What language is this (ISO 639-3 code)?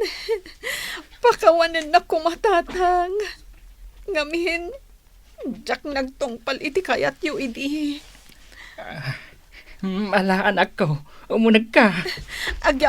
ilo